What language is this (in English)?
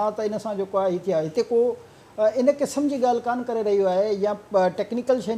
Sindhi